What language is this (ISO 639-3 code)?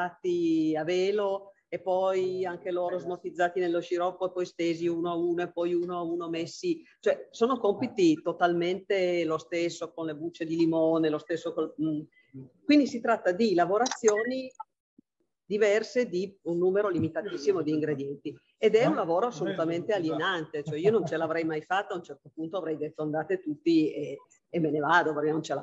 ita